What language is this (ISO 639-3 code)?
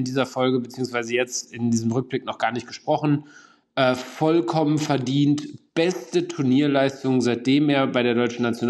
deu